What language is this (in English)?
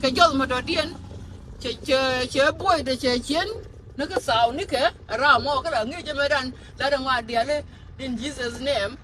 Nuer